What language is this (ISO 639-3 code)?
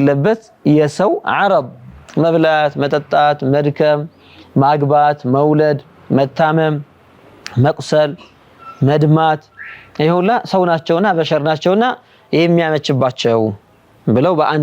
amh